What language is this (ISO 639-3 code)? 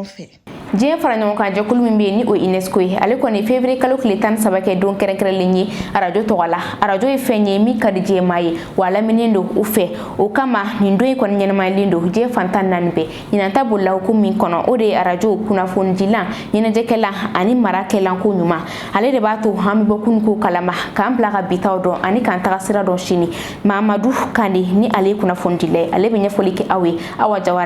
bam